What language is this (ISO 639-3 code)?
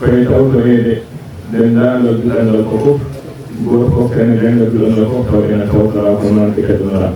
ful